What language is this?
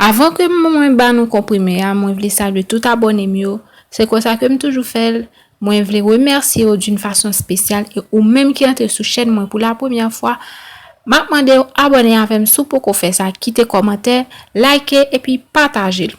Haitian Creole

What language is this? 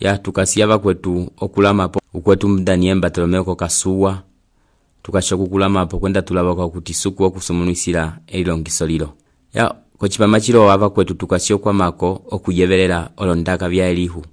Umbundu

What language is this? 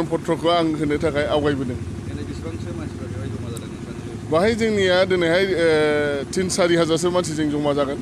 Bodo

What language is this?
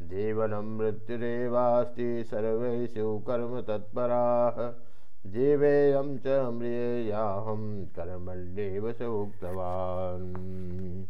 Sanskrit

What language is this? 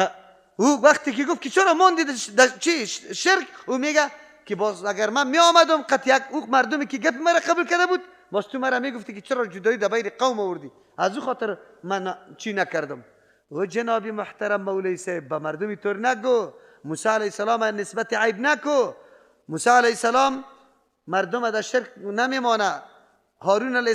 Persian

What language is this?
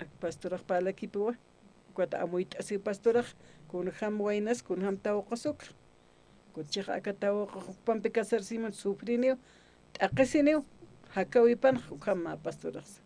Aymara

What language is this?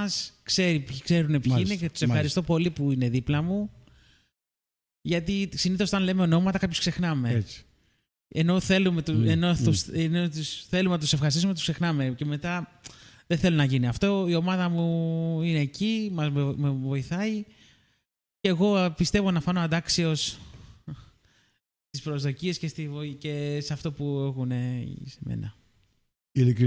Greek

